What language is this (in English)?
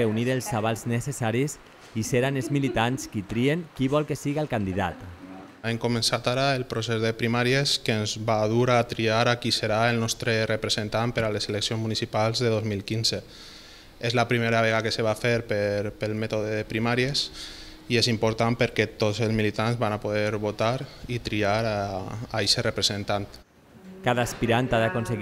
Catalan